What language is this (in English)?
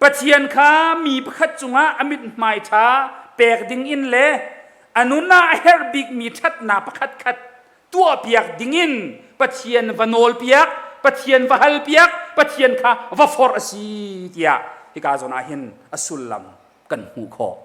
Hakha Chin